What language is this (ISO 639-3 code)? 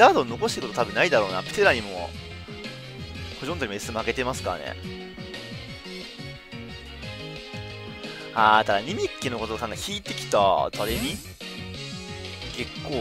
jpn